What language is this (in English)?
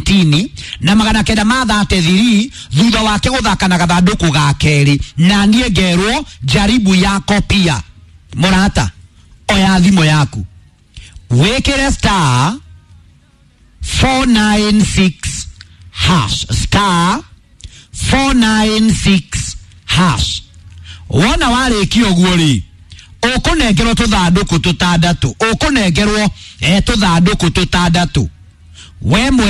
Kikuyu